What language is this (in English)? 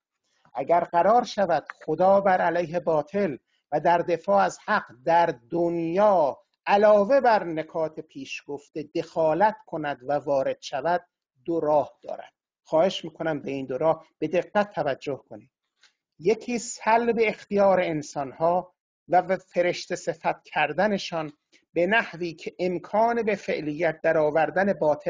Persian